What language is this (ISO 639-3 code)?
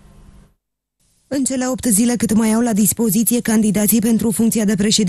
ron